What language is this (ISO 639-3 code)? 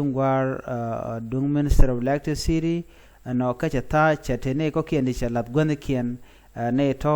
nus